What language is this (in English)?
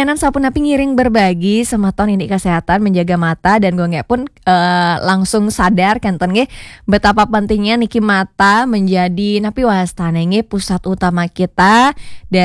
Balinese